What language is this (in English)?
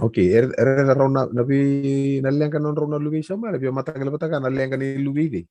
Fijian